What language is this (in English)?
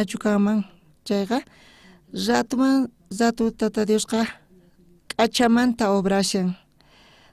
South Bolivian Quechua